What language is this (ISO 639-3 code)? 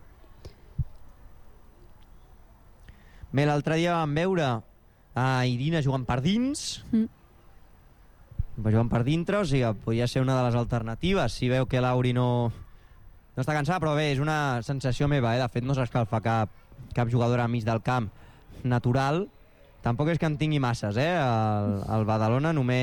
cat